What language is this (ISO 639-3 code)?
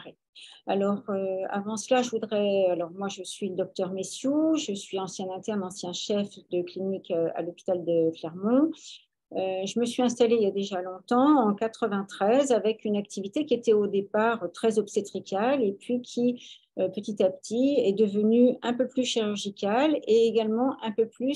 fra